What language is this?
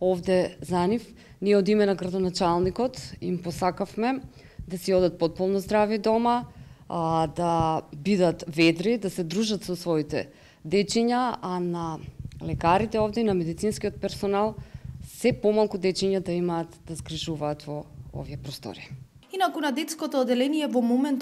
Macedonian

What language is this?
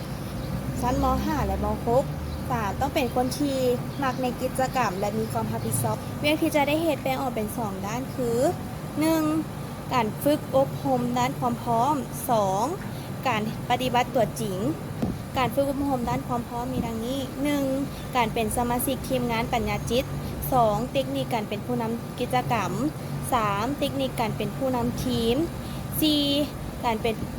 Lao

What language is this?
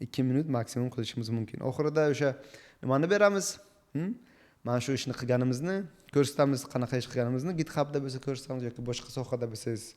Uzbek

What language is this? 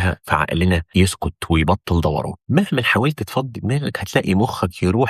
Egyptian Arabic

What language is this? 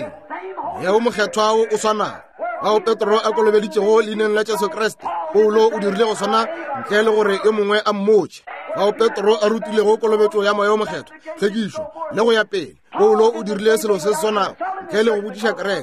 Northern Sotho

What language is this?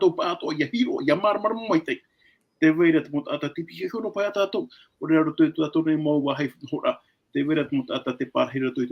Tahitian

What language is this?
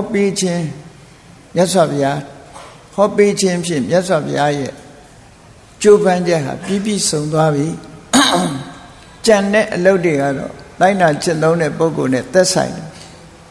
Burmese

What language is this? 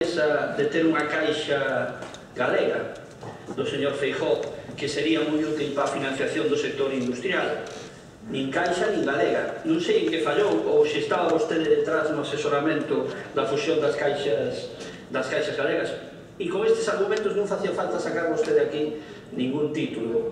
Galician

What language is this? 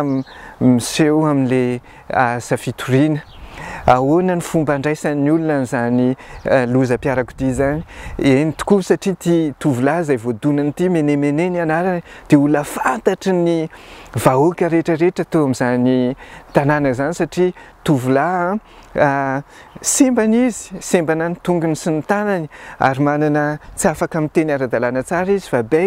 Malagasy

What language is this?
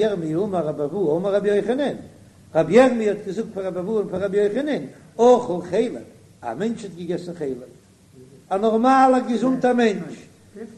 Yiddish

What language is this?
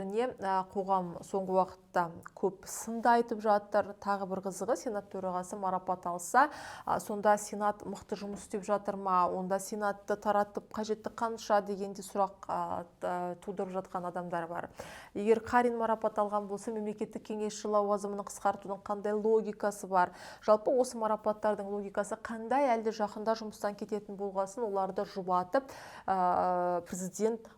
Kazakh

